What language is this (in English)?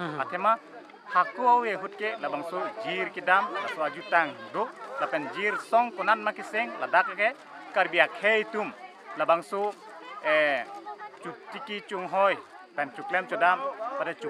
Karbi